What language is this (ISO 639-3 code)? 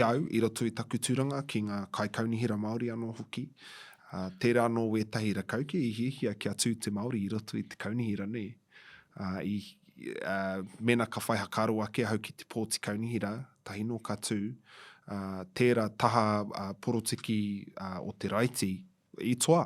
mri